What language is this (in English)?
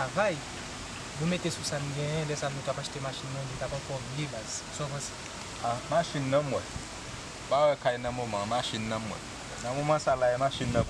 Haitian Creole